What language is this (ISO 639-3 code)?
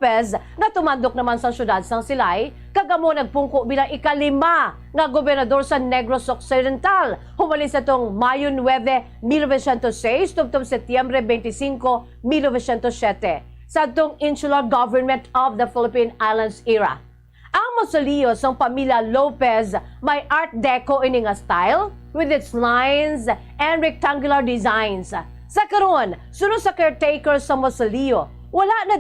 hil